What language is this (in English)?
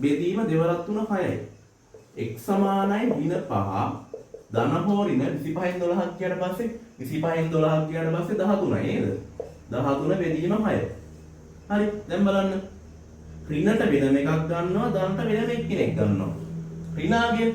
Sinhala